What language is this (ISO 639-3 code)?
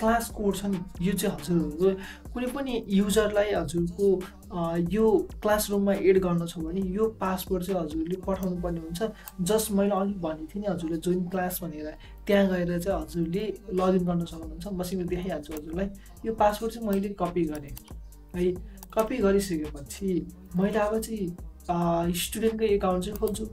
nep